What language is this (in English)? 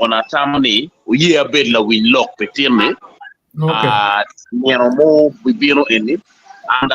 Acoli